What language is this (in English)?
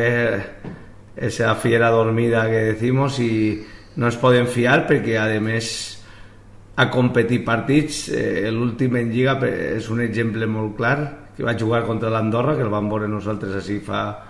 Catalan